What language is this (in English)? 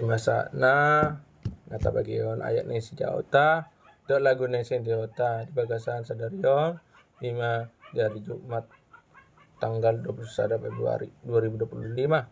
Batak Toba